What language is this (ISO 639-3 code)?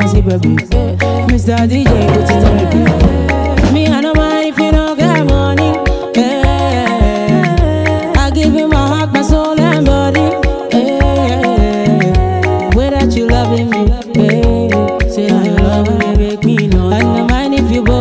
eng